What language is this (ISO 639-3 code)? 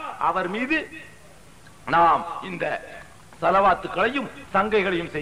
tam